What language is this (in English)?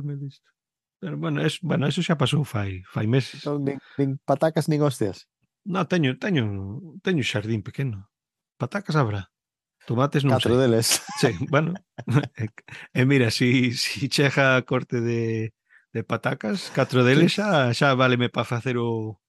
Galician